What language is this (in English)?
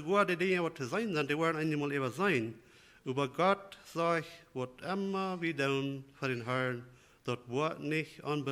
Plautdietsch